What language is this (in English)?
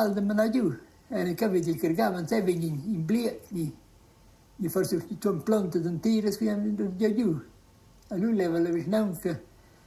Romansh